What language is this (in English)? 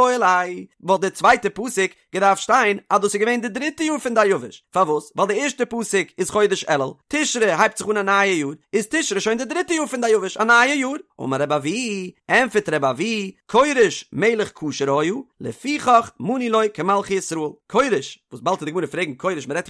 Yiddish